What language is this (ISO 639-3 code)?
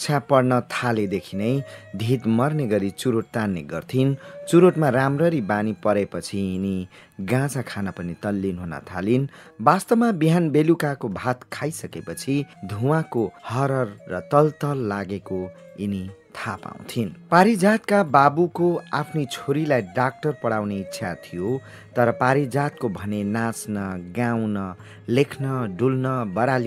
nep